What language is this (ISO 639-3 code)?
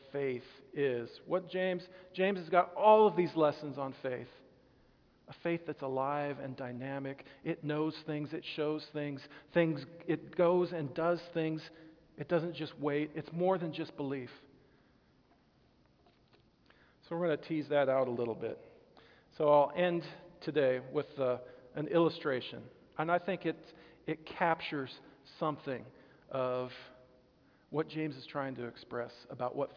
eng